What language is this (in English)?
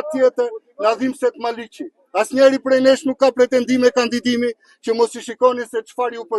Albanian